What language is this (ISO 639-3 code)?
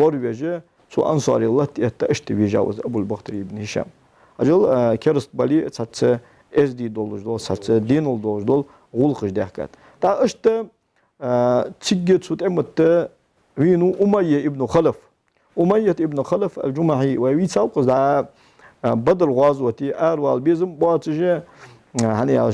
inh